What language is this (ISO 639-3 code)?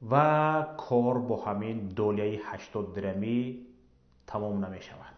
tgk